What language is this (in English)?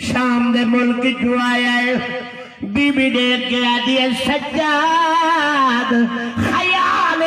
Saraiki